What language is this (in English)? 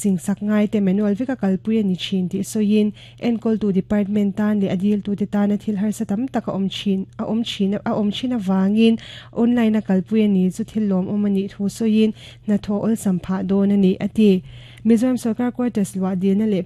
Mizo